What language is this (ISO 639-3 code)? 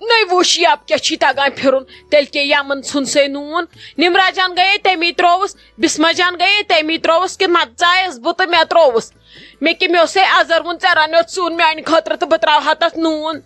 kas